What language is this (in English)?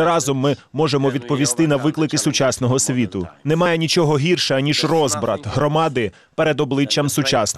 Ukrainian